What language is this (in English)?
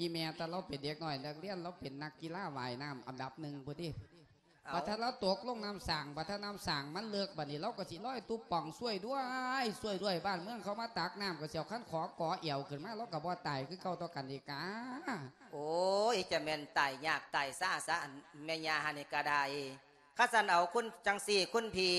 Lao